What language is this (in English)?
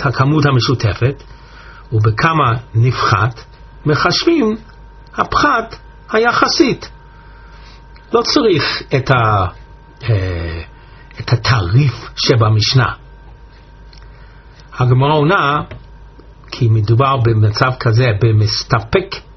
Hebrew